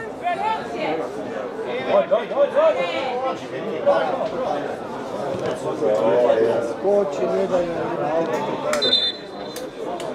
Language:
Croatian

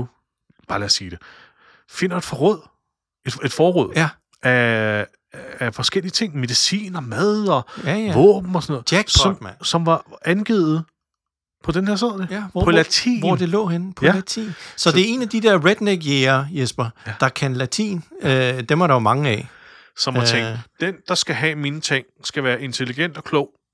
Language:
Danish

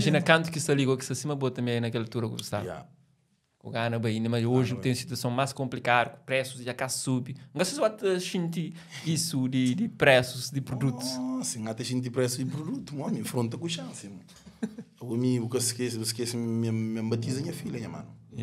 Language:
Kabuverdianu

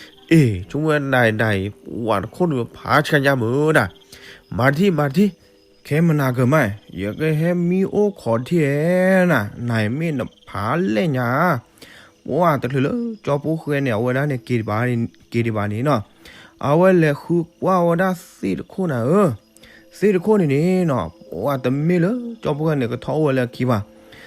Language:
S'gaw Karen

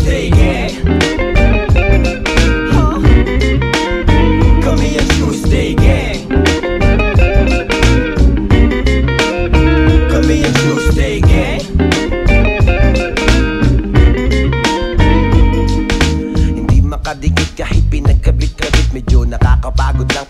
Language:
Filipino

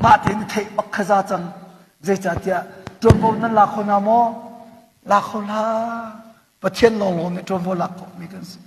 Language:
Hakha Chin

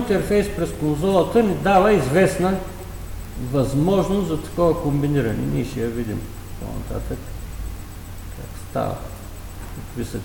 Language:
Bulgarian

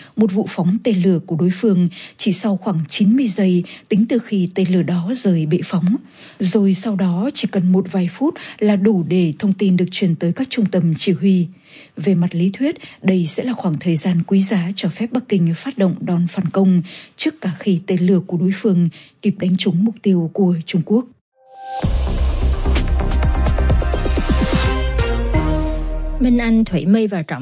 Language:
Vietnamese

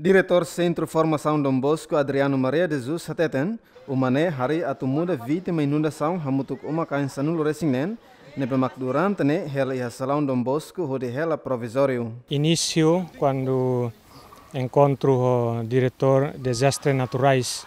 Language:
Tetum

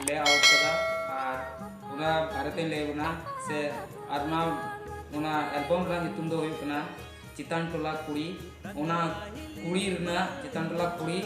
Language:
Santali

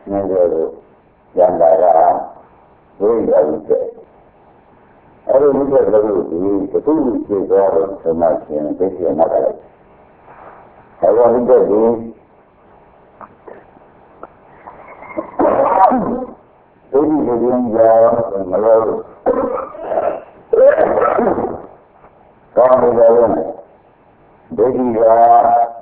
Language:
Burmese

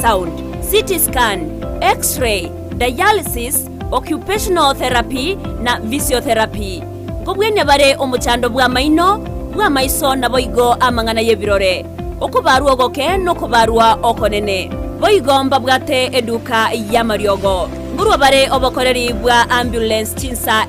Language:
Gusii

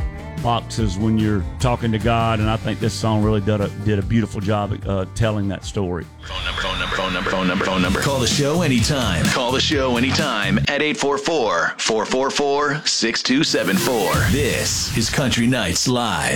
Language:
English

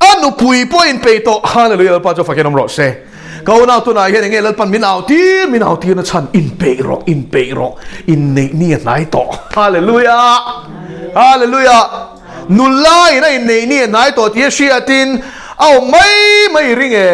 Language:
Mizo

